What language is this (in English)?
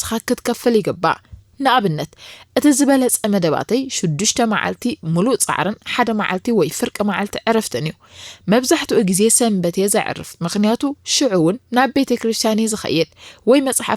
Tigrinya